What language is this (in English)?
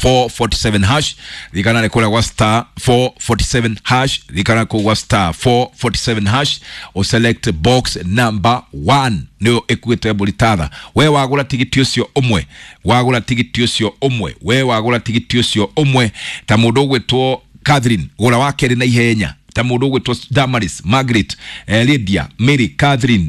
Kikuyu